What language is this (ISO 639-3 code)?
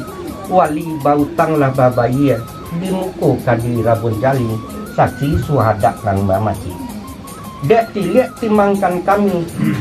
min